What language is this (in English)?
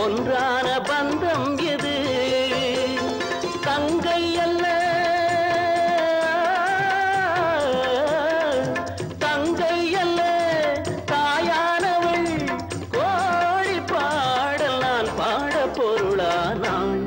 Tamil